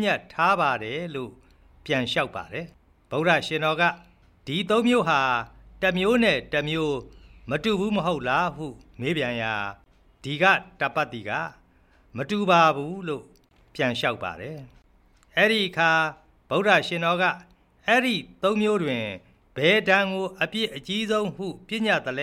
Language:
Burmese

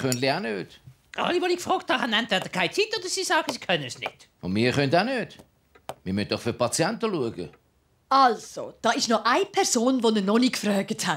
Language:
Swiss German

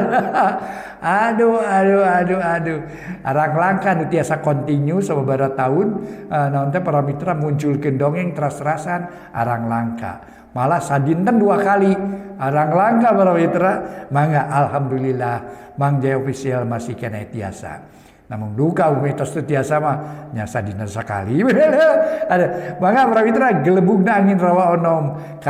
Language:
Sundanese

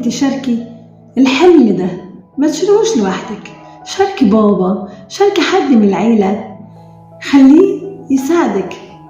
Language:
Egyptian Arabic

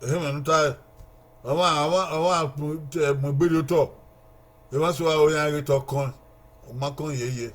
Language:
Bini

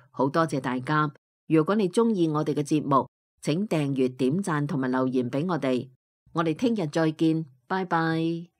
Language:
Cantonese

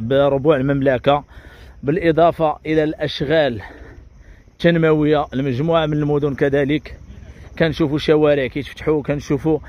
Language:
Moroccan Arabic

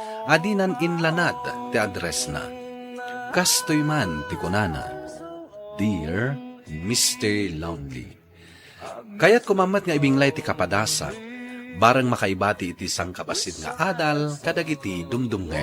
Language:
Iloko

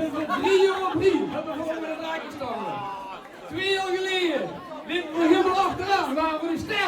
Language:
Limburgish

